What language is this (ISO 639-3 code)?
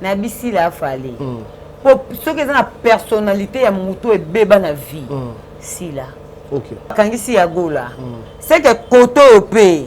lin